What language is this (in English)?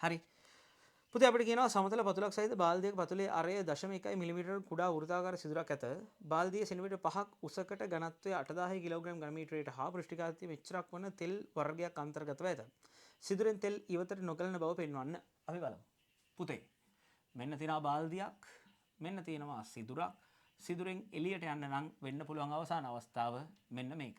Sinhala